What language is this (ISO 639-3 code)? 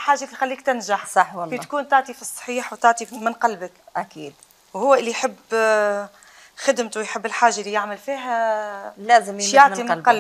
arq